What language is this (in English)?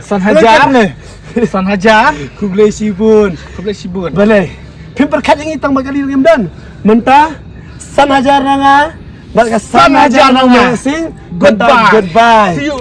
Khasi